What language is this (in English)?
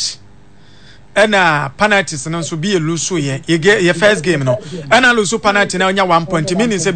Akan